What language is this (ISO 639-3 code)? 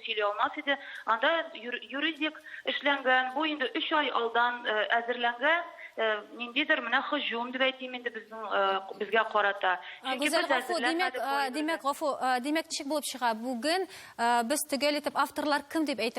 tat